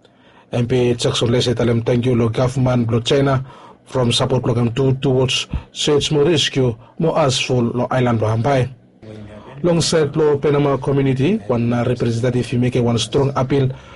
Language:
Bislama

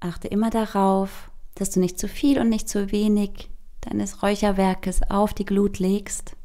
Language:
Swiss German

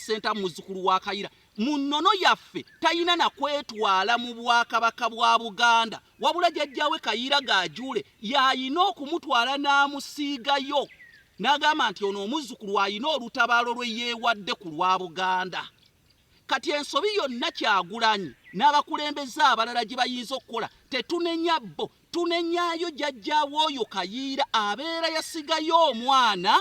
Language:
Ganda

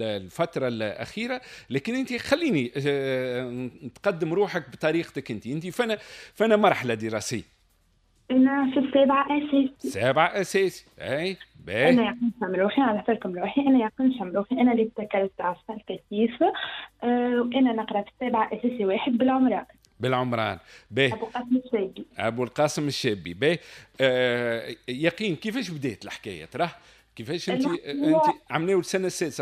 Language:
Tunisian Arabic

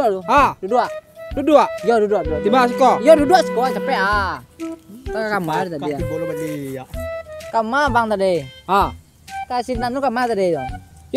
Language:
Minangkabau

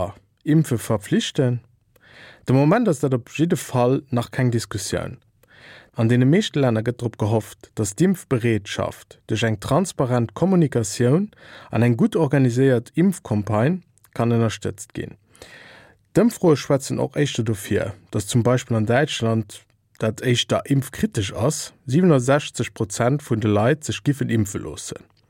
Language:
Luxembourgish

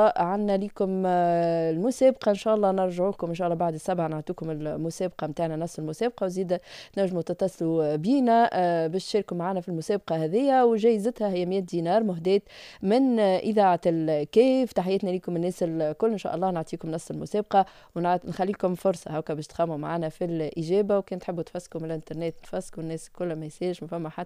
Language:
Tunisian Arabic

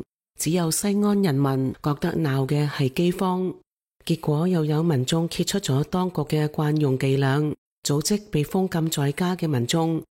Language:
Cantonese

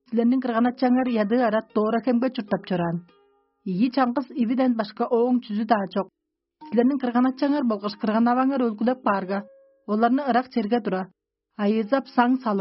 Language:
Tuvinian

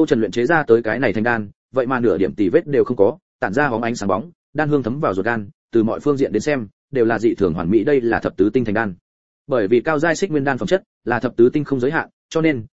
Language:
Vietnamese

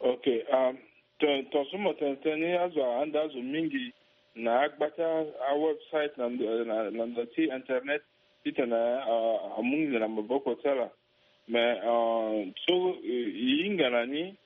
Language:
Sango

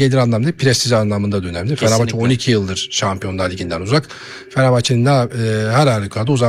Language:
Turkish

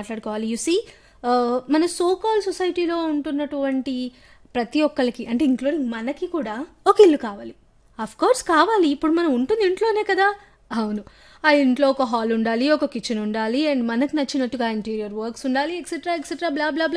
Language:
Telugu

